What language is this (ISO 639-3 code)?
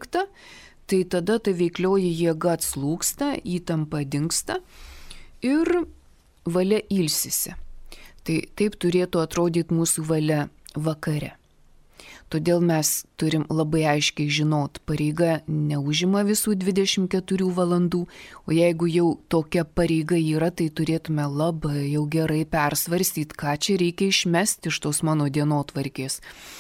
lit